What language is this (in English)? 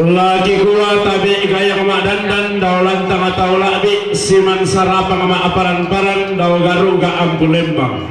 Toraja-Sa'dan